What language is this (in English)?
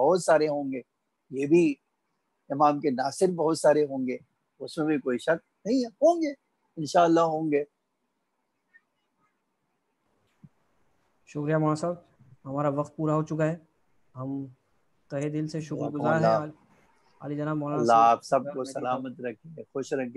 Urdu